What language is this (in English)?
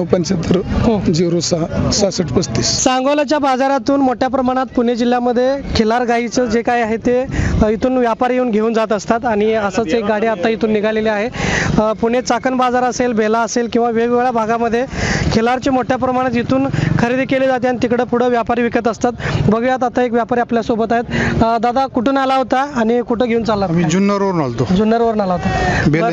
Marathi